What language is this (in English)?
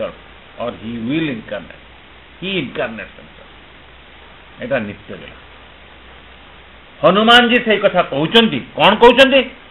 Odia